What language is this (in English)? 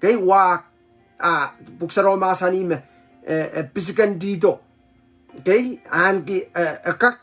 Pohnpeian